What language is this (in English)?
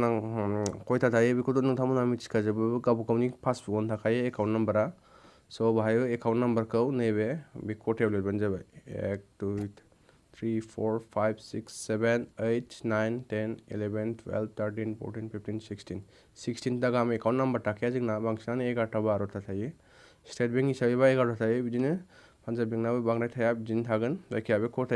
Bodo